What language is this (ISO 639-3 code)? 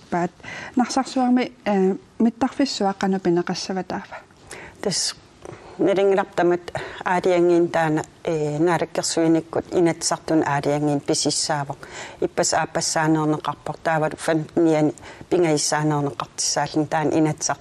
kal